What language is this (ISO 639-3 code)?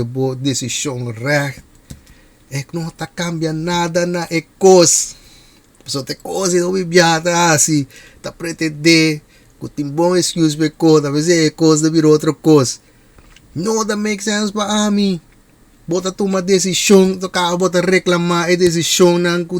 pap